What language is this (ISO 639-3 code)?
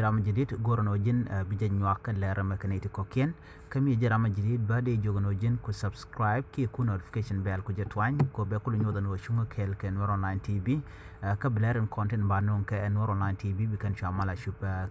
nus